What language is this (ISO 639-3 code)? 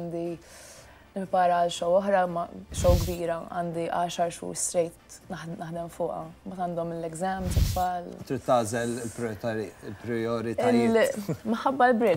mlt